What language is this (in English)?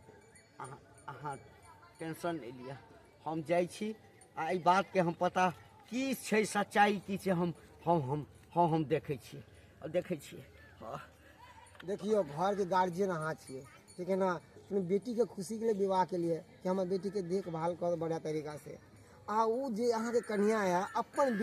Maithili